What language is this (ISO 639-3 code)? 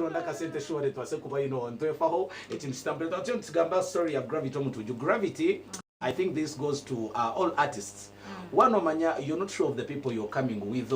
nyn